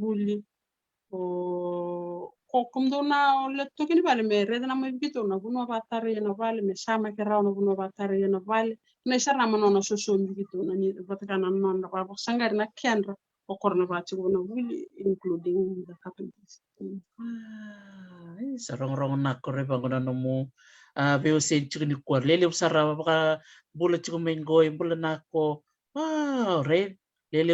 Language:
Fijian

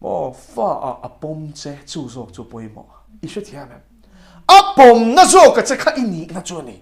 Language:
Mizo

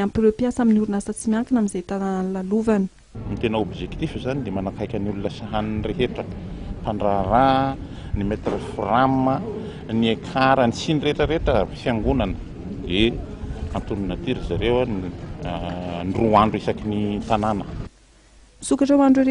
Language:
Malagasy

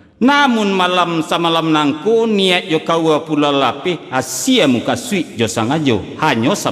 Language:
Minangkabau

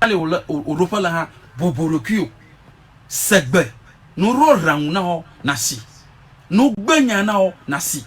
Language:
Ewe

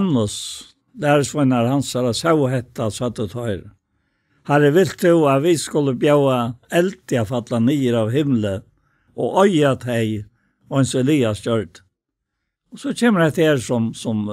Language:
Faroese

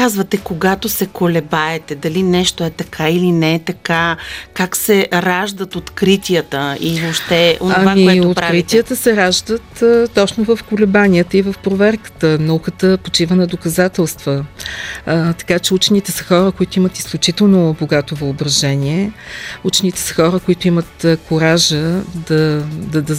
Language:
Bulgarian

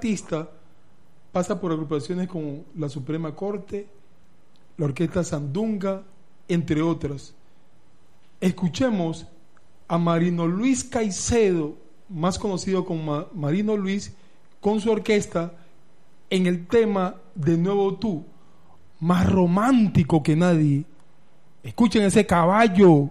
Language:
Spanish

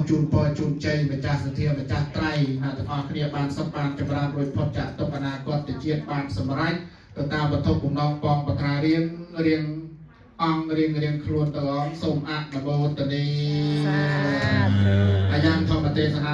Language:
Khmer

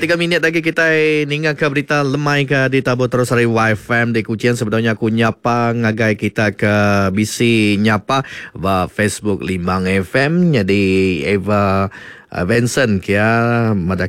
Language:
Iban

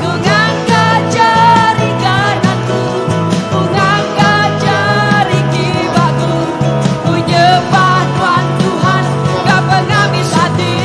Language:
Iban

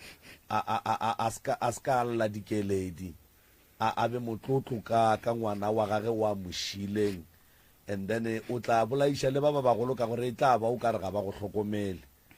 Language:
Northern Sotho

